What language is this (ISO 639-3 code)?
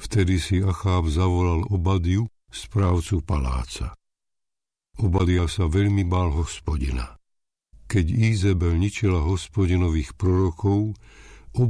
slk